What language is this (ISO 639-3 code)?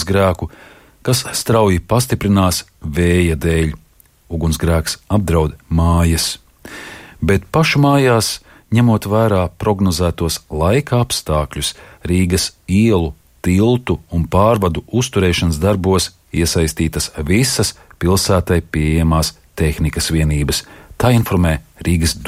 lav